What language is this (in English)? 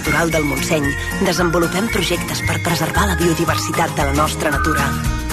Catalan